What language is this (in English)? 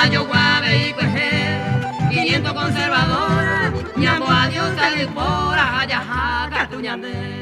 Guarani